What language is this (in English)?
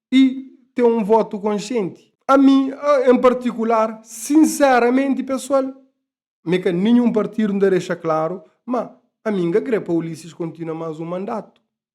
Kabuverdianu